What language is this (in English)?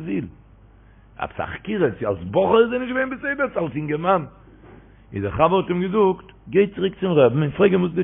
Yiddish